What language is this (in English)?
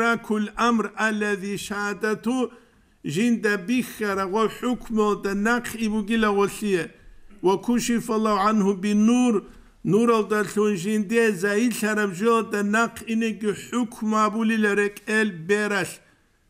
Avaric